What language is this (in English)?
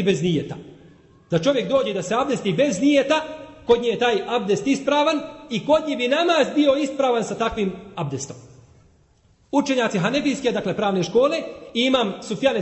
Bosnian